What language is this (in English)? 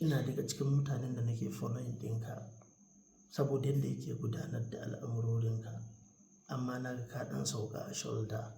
Hausa